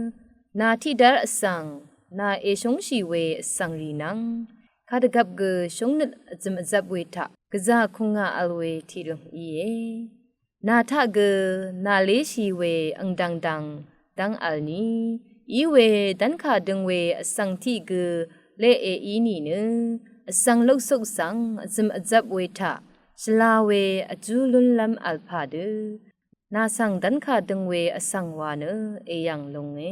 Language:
Rawang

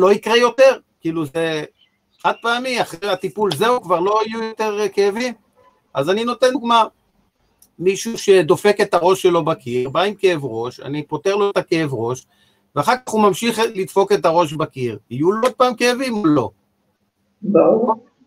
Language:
Hebrew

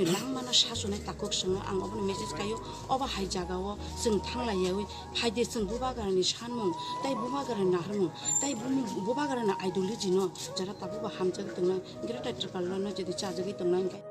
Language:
Kok Borok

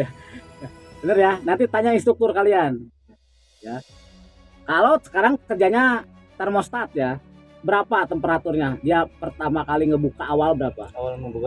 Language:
Indonesian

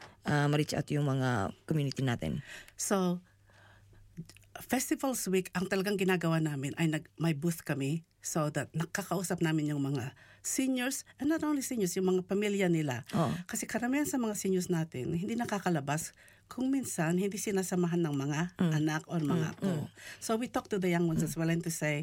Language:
Filipino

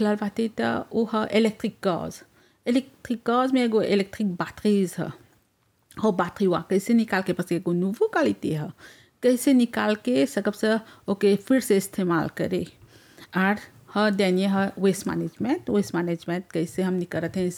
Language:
Bhojpuri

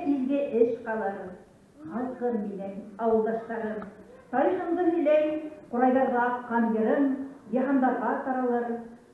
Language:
Bashkir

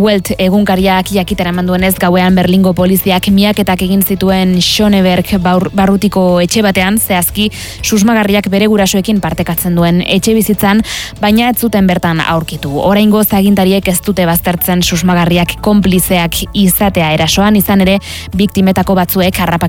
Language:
Basque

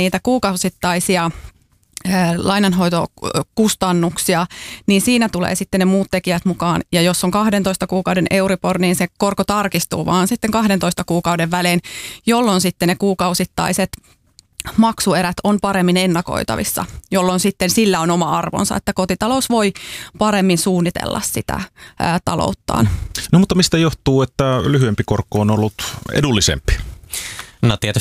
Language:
Finnish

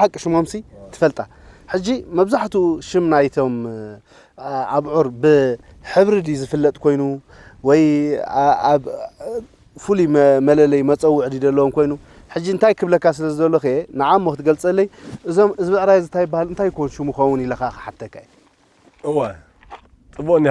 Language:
Tigrinya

